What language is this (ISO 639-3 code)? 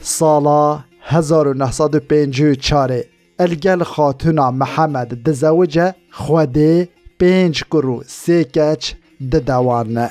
kur